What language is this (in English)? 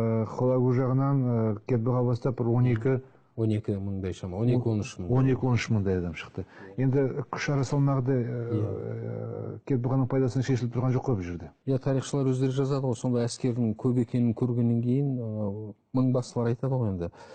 Kazakh